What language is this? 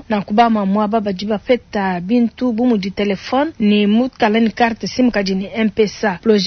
Luba-Lulua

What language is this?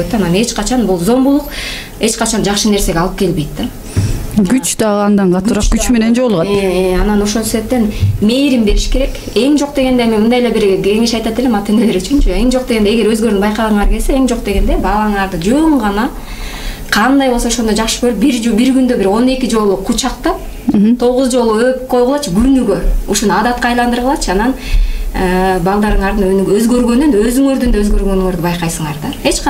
Kyrgyz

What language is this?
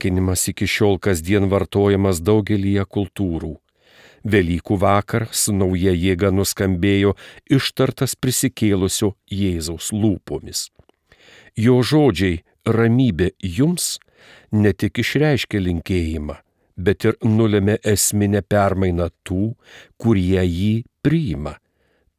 Lithuanian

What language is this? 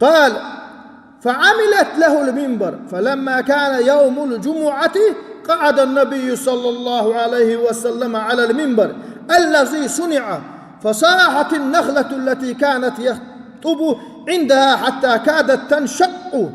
Chechen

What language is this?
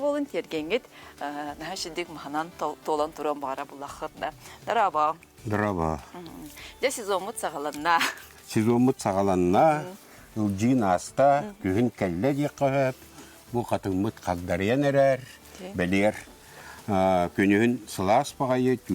Yakut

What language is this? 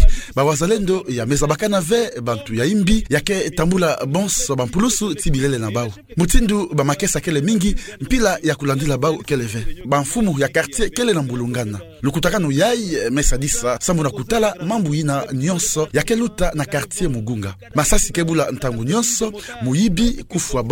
Kituba (Democratic Republic of Congo)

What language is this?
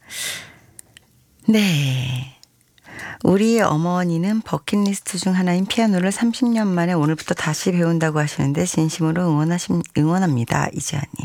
Korean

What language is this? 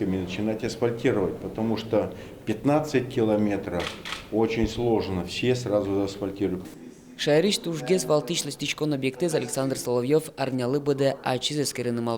Udmurt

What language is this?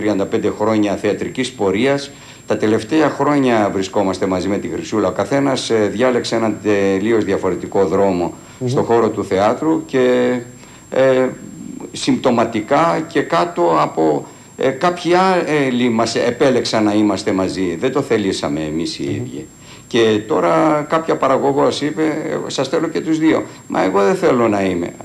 Greek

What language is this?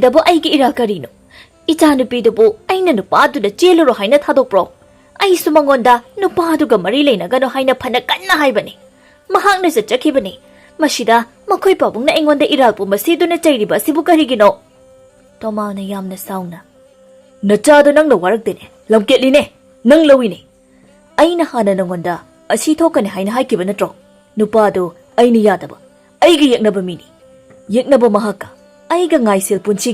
Manipuri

